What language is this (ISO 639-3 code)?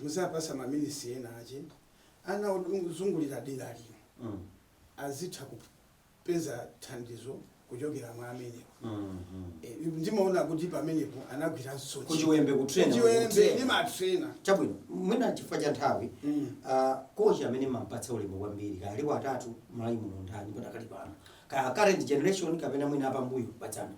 nya